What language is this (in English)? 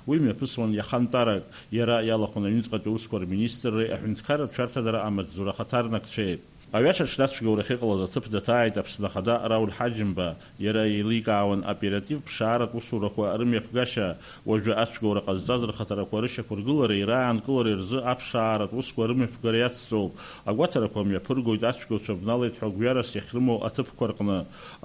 Abkhazian